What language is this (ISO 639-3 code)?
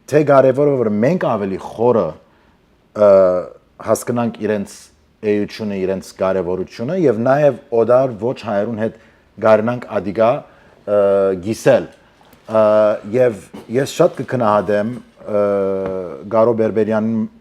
hyw